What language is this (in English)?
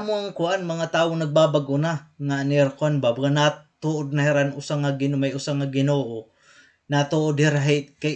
Waray